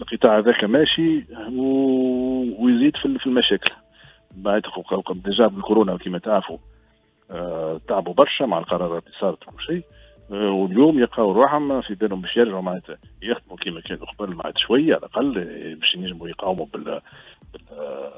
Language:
Tunisian Arabic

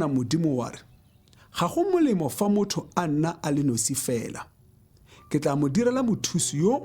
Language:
Tswana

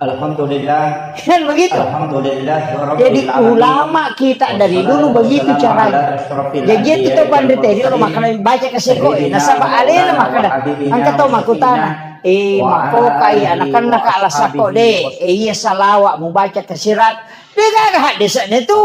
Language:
Buginese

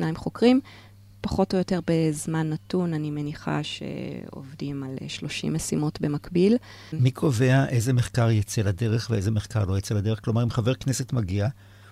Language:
Hebrew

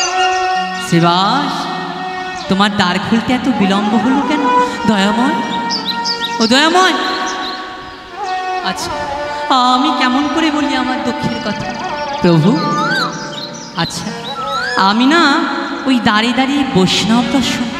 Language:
Bangla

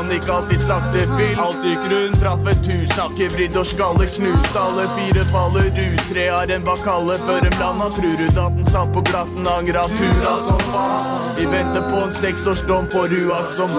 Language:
Norwegian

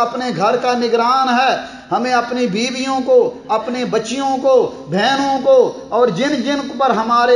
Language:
Urdu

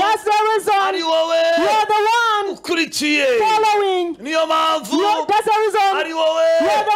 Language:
Kinyarwanda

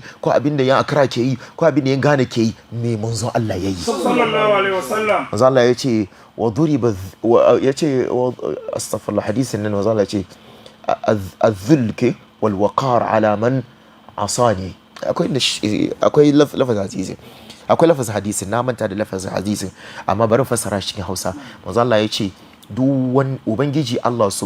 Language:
Hausa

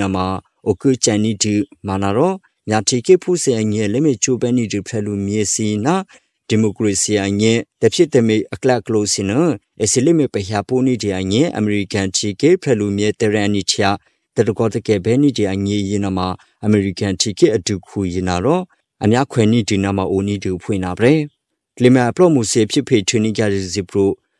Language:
Burmese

